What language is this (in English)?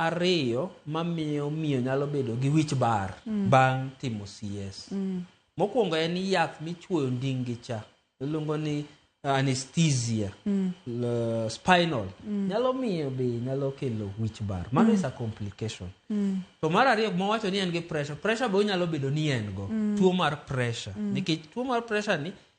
Luo (Kenya and Tanzania)